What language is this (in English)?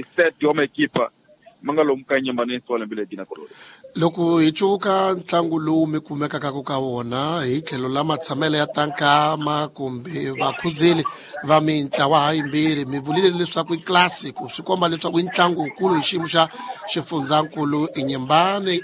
Tsonga